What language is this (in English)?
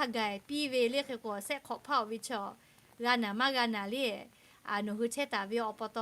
Lahu